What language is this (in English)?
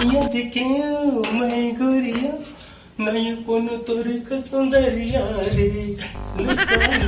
Chhattisgarhi